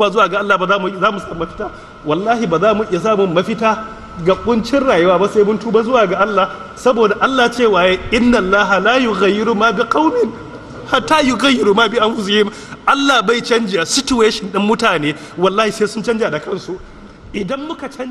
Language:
Hausa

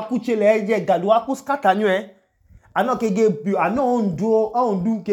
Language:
Idoma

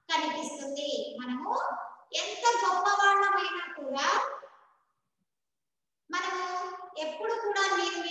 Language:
Telugu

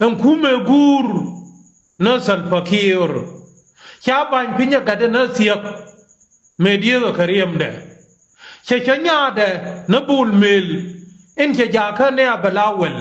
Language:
Nuer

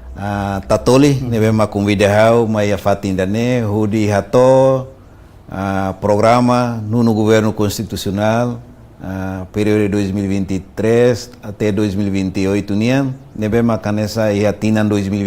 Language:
Tetum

